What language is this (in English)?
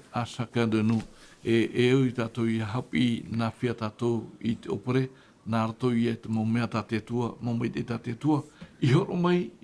Tahitian